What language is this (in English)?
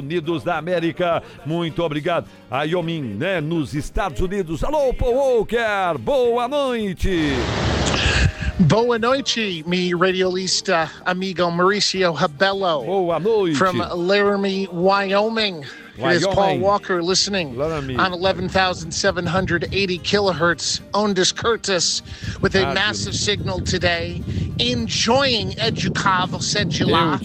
Portuguese